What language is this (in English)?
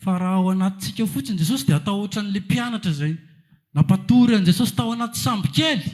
Malagasy